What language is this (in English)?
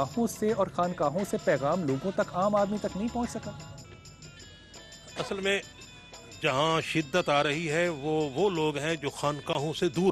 Urdu